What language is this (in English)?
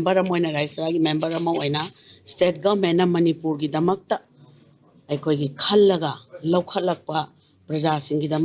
Manipuri